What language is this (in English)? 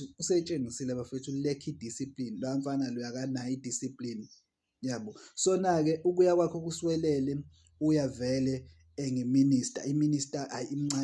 Zulu